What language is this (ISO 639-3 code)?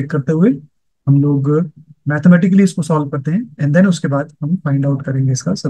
hin